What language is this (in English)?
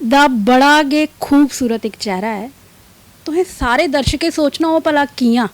Dogri